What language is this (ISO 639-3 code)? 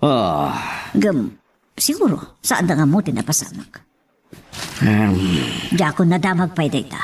ilo